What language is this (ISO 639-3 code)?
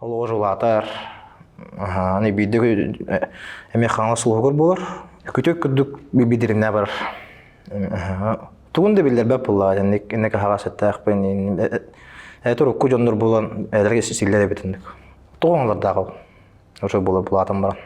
sah